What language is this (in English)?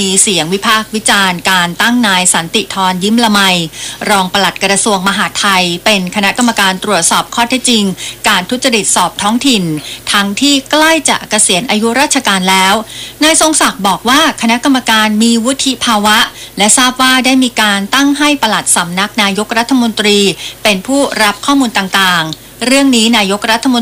Thai